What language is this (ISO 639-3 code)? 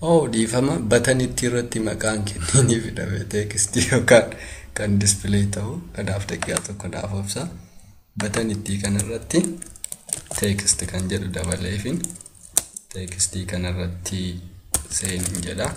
orm